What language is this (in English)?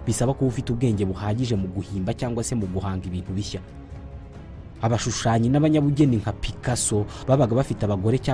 Kinyarwanda